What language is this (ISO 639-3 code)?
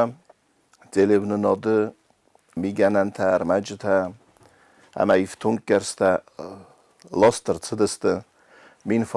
oss